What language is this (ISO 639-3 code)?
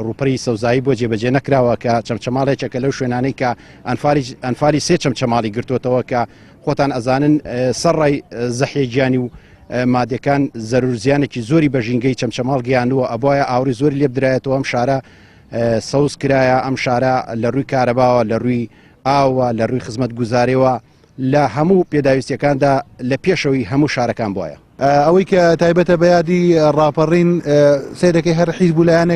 ckb